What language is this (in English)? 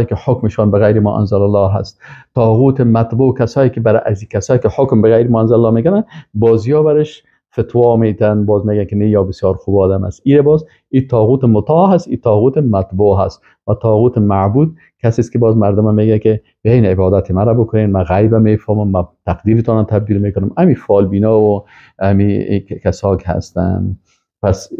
Persian